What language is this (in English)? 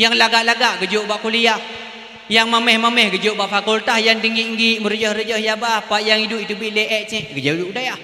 Achinese